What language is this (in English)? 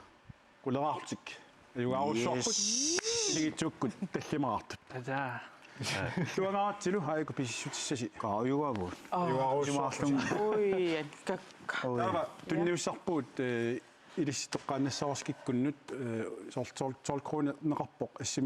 Kalaallisut